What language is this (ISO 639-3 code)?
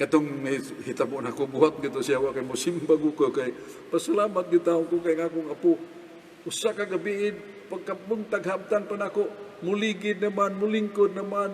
ceb